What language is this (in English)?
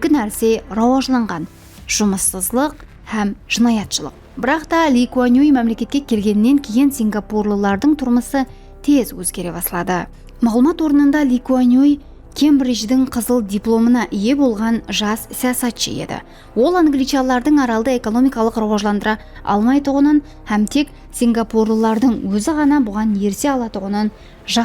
Kara-Kalpak